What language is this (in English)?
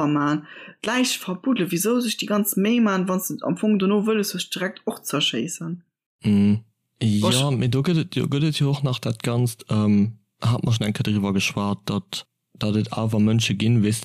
Luxembourgish